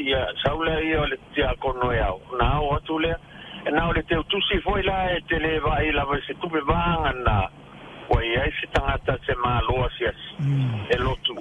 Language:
Samoan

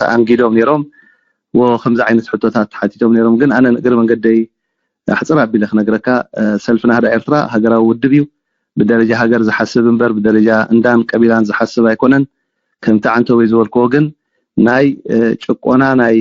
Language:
Tigrinya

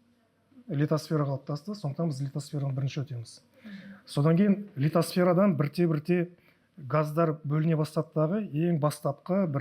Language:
Kazakh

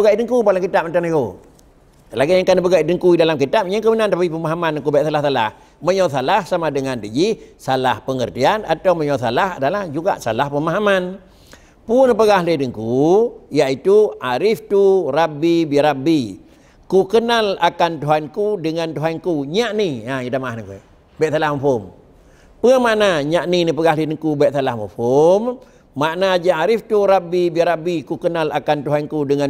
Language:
Achinese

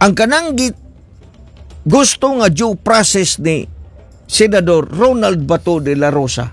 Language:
Cebuano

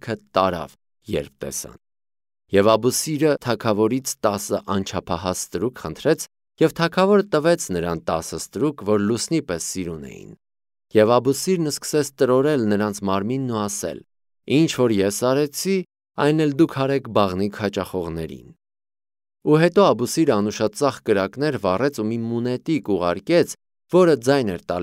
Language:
Armenian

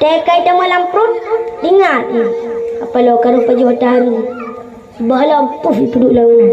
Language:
Achinese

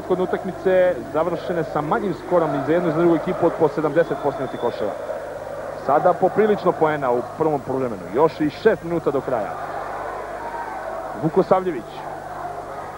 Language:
Serbian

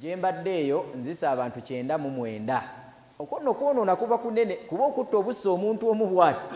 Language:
Ganda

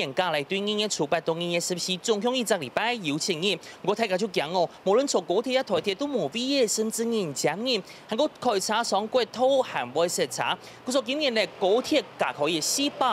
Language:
Hakka Chinese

